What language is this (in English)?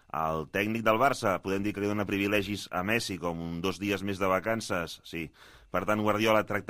Catalan